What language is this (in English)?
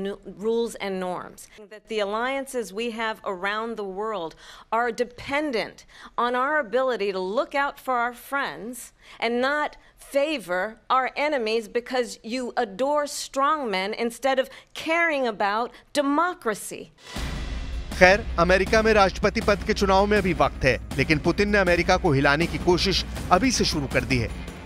Hindi